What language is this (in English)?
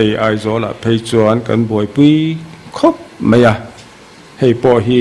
Mizo